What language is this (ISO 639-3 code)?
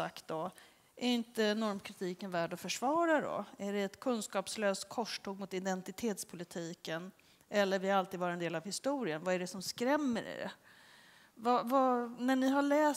swe